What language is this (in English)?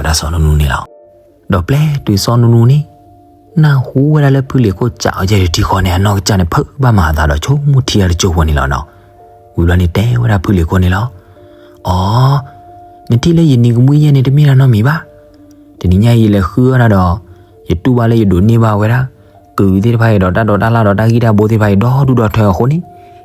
S'gaw Karen